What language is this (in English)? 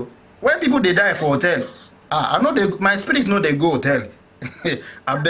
Nigerian Pidgin